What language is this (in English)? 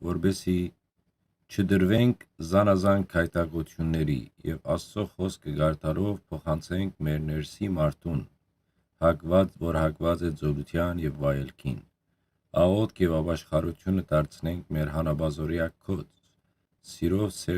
Western Armenian